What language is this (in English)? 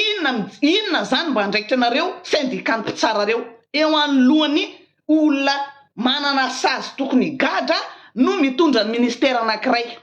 Malagasy